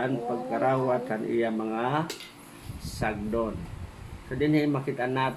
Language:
Waray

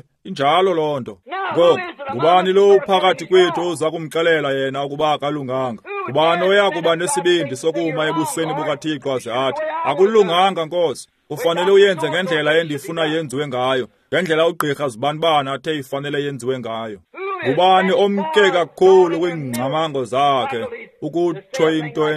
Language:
Xhosa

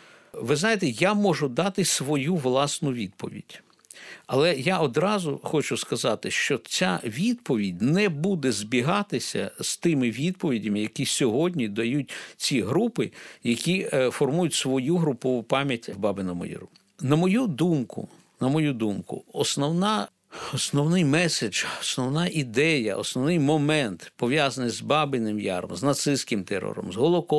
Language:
Ukrainian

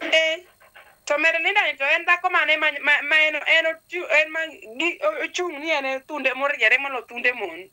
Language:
Luo (Kenya and Tanzania)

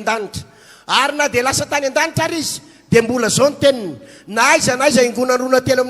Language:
Malagasy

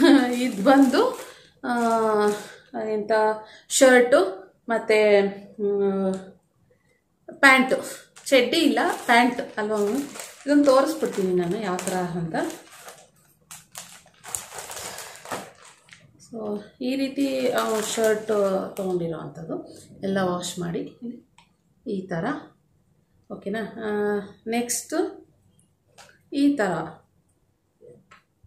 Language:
Kannada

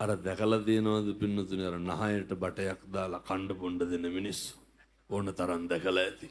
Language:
Sinhala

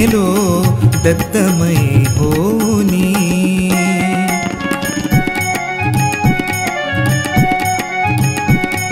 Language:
Marathi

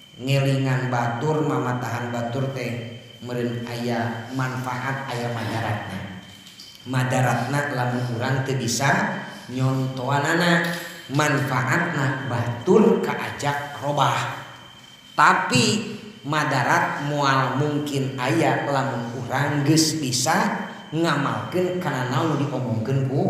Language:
Sundanese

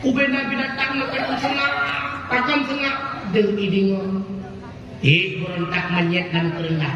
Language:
Achinese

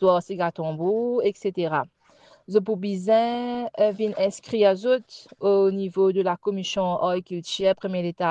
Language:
Morisyen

